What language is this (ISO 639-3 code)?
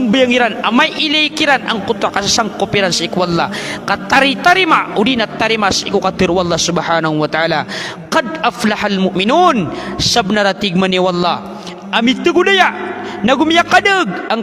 mrw